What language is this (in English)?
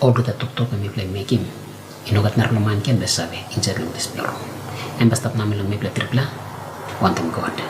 Tok Pisin